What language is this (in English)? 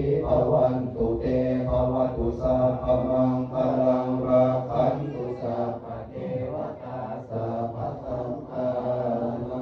Pali